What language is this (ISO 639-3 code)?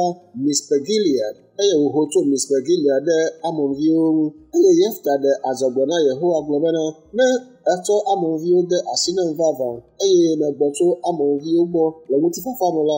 ewe